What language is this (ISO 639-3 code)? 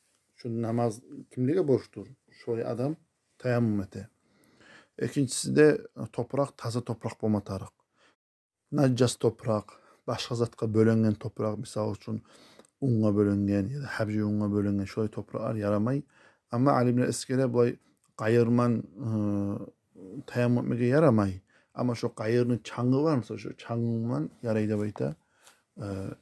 kum